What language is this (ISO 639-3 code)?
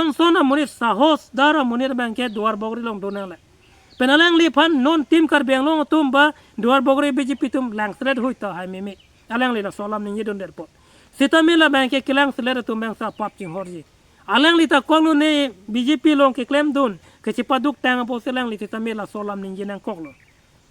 mjw